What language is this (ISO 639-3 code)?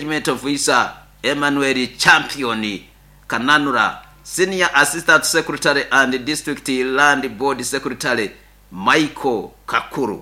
nyo